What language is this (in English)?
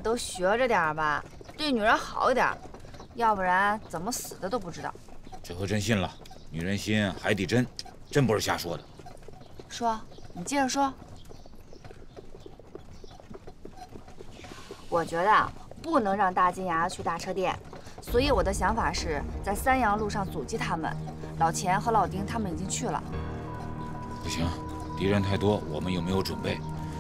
Chinese